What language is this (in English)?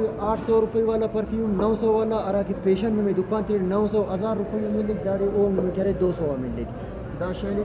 Brahui